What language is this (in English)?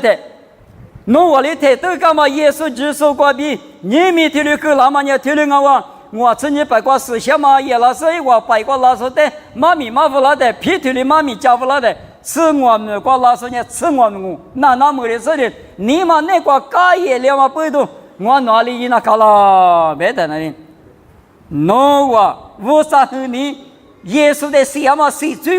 Lisu